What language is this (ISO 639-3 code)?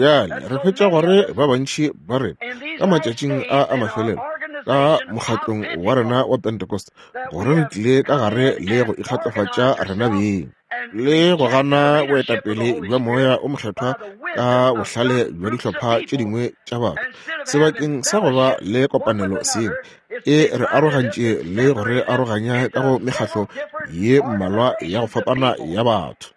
nso